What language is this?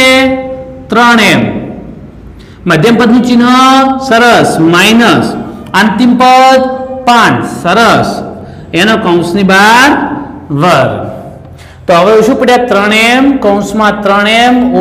Gujarati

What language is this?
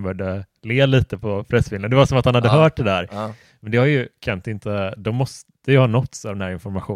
Swedish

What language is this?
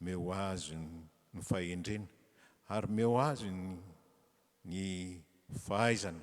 Malagasy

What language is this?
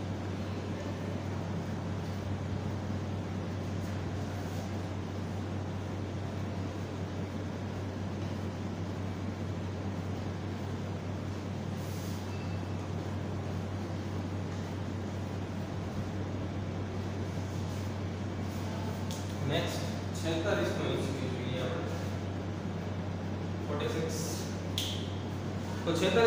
Gujarati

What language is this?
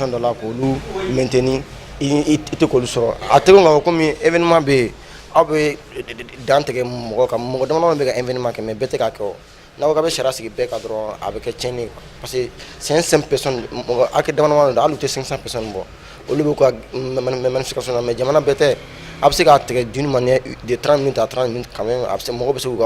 Bambara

